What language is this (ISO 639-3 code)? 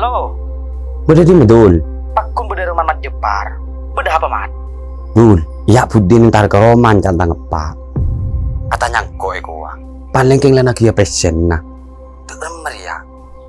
mad